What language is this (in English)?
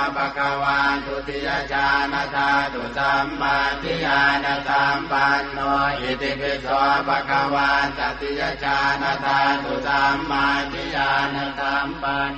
Pali